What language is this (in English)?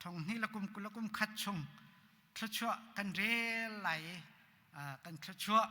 Hakha Chin